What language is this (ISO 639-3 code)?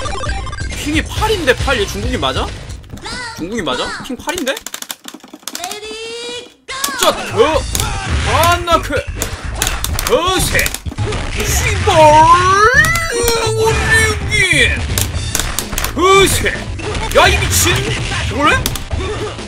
kor